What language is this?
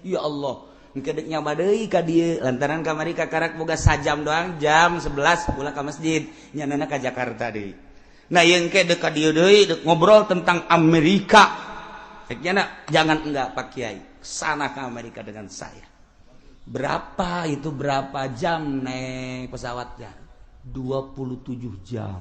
Sundanese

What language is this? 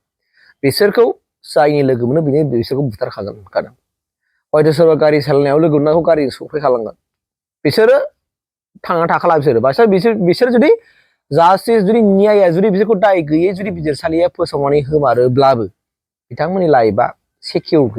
Bodo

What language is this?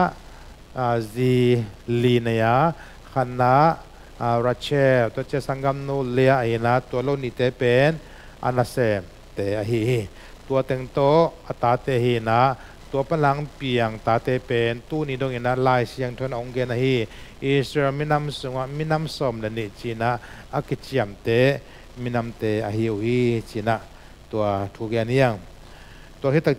Tedim Chin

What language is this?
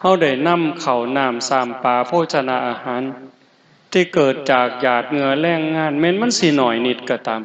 Northeastern Thai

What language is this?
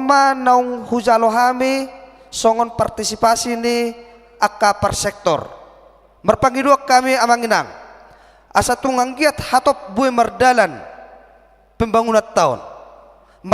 Batak Toba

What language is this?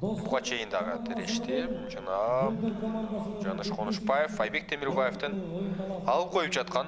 Kyrgyz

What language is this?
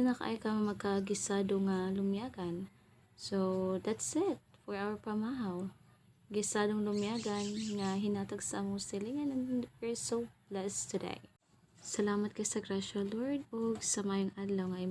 Cebuano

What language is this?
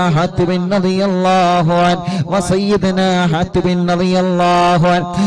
Malayalam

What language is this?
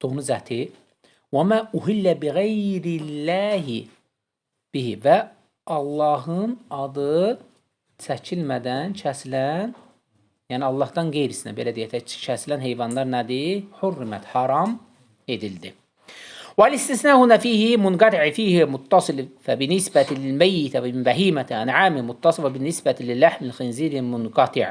Azerbaijani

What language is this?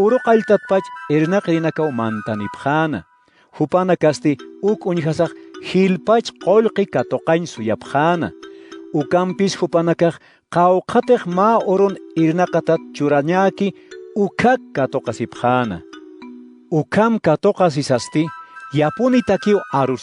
Aymara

